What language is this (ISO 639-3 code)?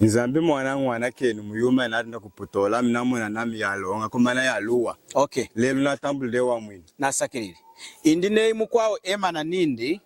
lun